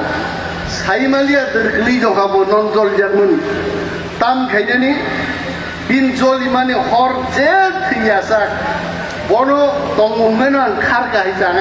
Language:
Kok Borok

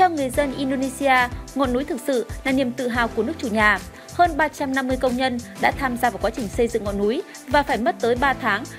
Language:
Vietnamese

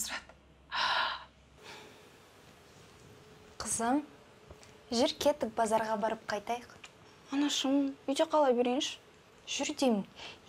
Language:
Kazakh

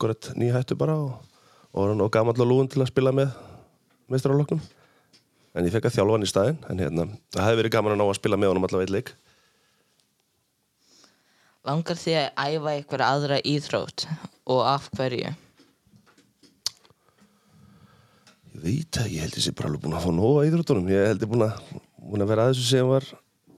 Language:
Icelandic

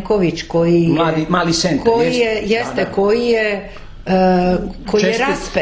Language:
Serbian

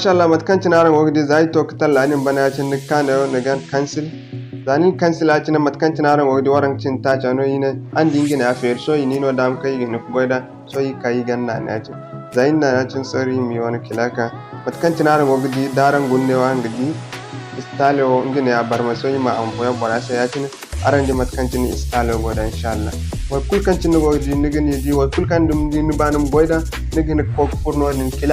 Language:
Zarma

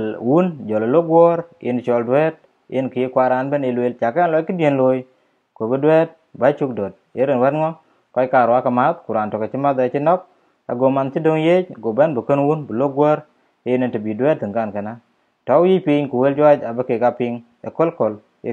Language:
Dinka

